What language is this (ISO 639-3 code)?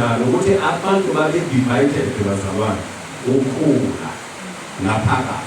zul